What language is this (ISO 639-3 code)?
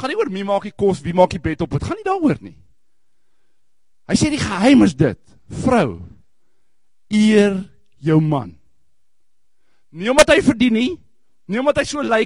afr